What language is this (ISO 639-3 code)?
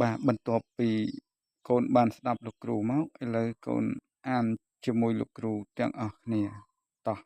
khm